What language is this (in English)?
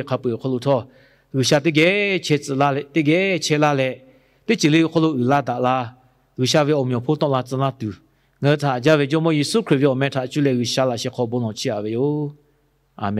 Lahu